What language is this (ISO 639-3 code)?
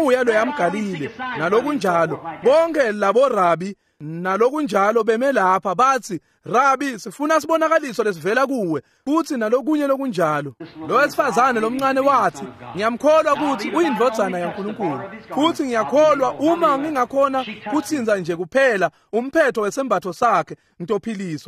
ssw